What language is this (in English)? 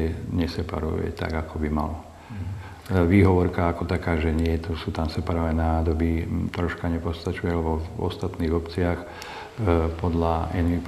Slovak